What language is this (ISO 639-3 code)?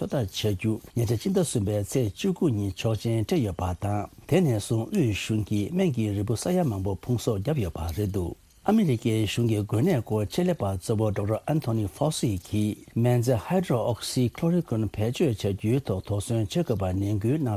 bod